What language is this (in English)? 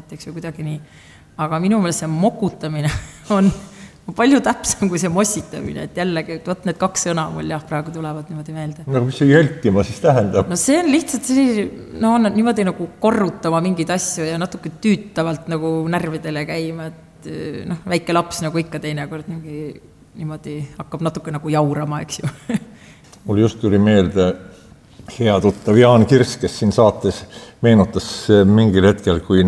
Estonian